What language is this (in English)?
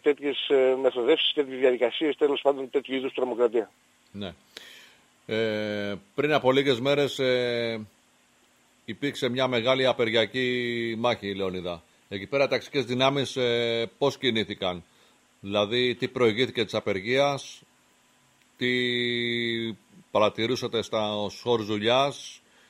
Greek